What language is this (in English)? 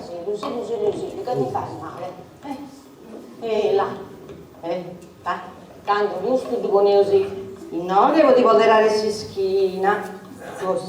Sardinian